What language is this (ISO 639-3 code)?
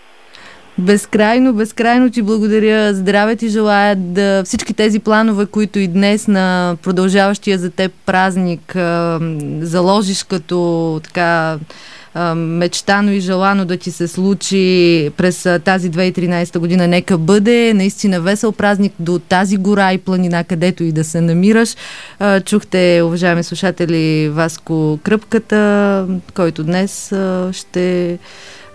bul